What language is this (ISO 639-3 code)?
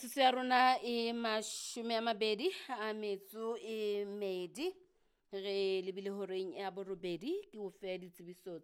sot